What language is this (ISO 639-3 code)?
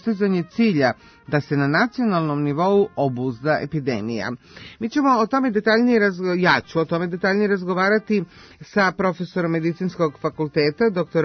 srp